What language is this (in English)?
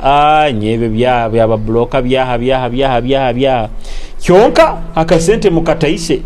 Nyoro